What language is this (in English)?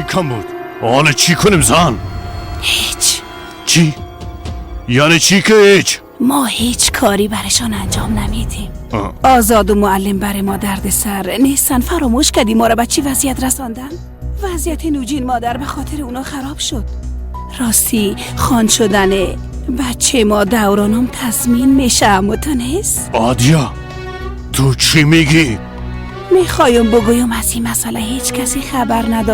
Persian